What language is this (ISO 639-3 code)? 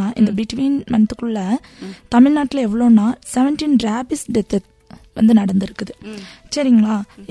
tam